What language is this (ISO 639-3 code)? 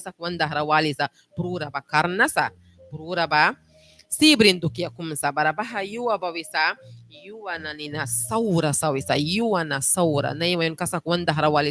miq